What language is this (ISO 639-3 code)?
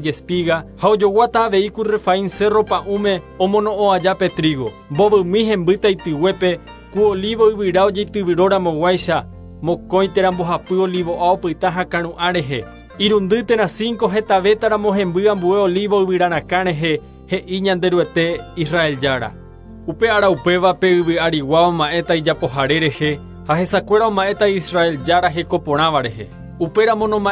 grn